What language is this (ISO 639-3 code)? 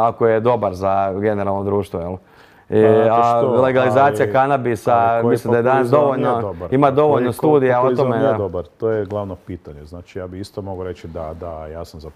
hrv